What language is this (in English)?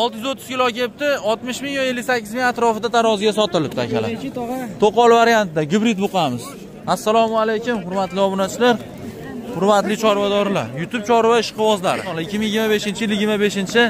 Uzbek